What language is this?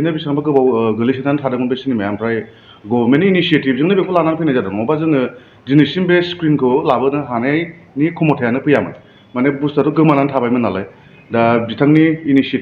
Bodo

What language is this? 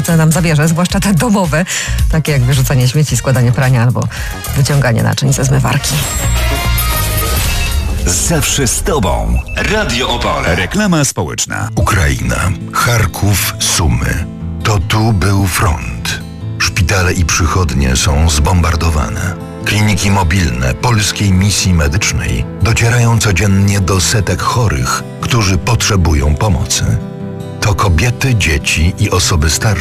Polish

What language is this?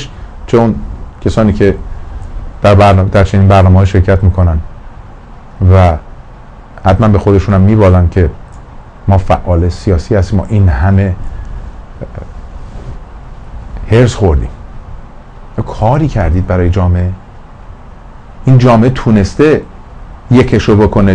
Persian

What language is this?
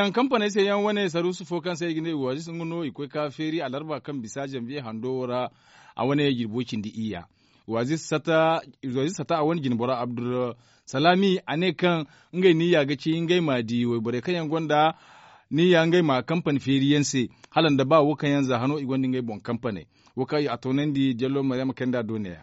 Zarma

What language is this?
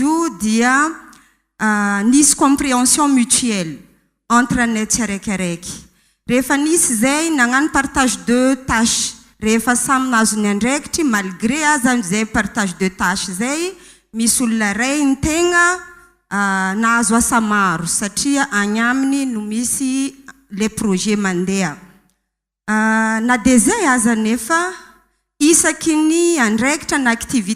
Malagasy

